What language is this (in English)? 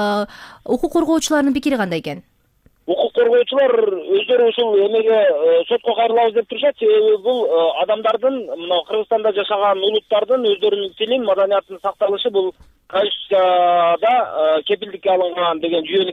Kyrgyz